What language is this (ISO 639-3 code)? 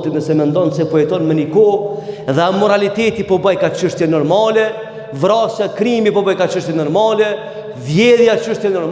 sqi